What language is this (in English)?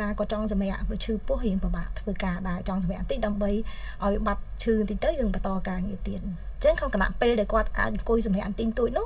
Khmer